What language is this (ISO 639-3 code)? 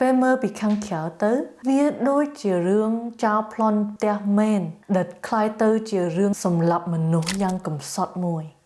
khm